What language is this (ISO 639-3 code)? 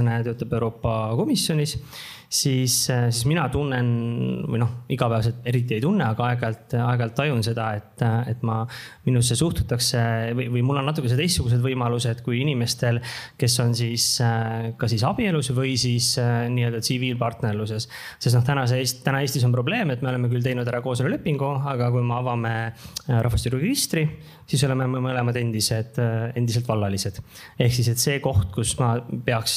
est